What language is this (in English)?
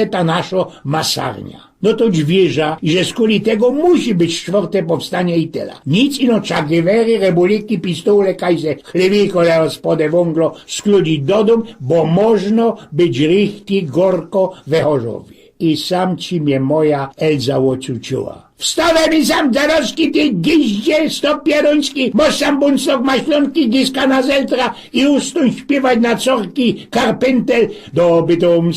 Silesian